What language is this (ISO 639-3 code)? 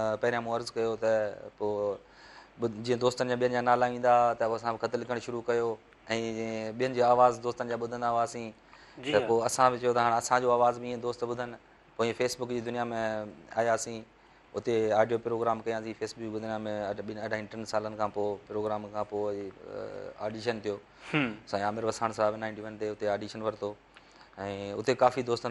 snd